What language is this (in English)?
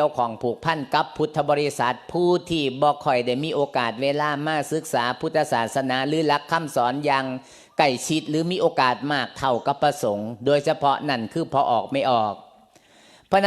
Lao